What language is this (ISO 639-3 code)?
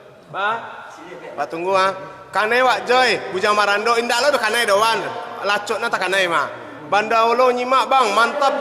min